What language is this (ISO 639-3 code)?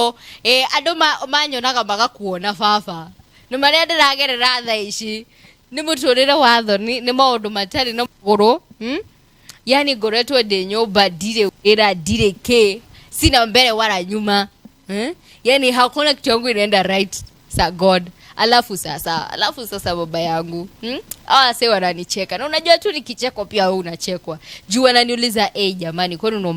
kik